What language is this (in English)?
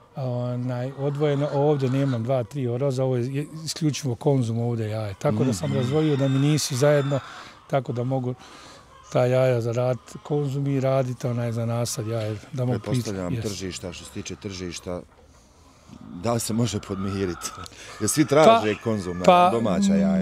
Bosnian